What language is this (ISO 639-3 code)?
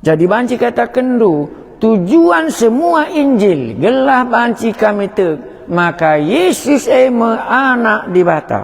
btx